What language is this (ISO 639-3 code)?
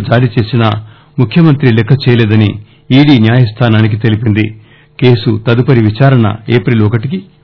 tel